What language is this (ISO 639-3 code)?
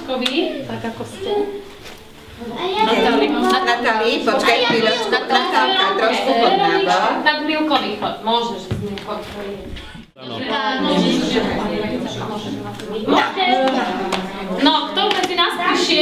slk